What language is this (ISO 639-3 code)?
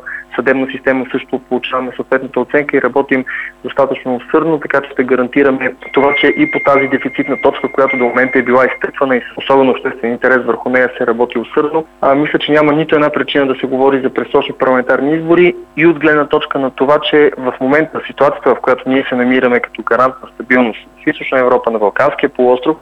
bul